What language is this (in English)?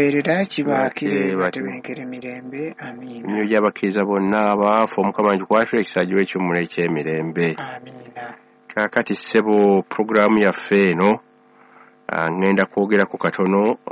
Ganda